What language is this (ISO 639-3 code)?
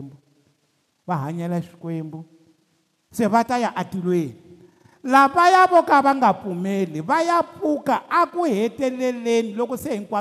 tso